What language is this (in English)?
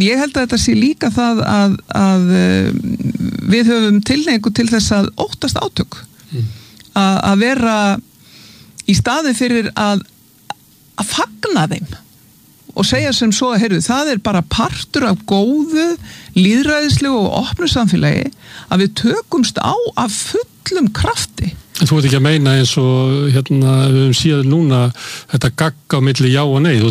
Icelandic